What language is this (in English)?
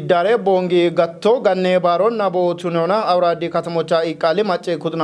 Kafa